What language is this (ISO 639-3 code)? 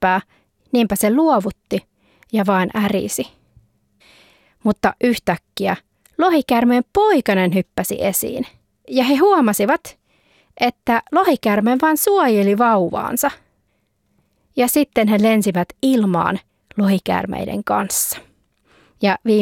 fin